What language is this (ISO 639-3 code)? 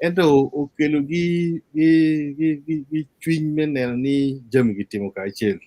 ach